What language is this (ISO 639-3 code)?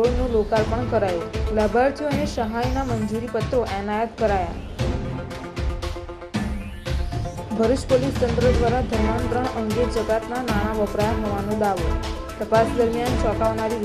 guj